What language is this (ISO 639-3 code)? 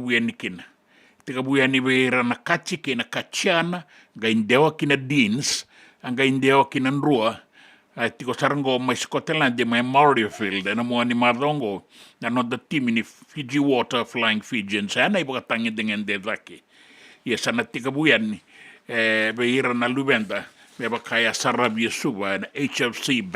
fij